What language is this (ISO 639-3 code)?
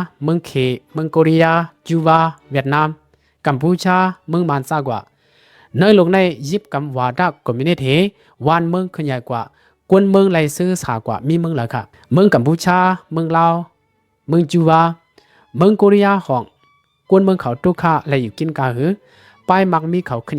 shn